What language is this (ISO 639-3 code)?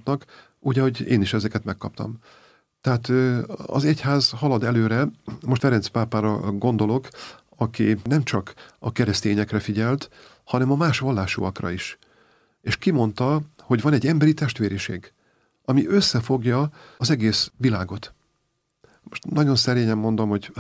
hun